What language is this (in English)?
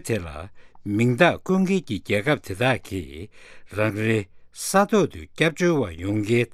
Tibetan